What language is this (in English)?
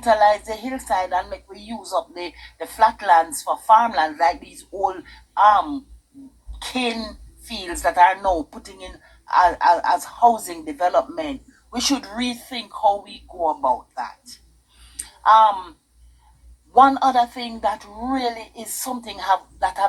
Jamaican Creole English